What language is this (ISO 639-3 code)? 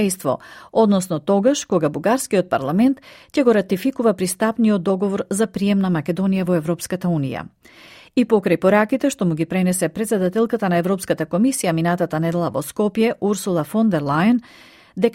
mkd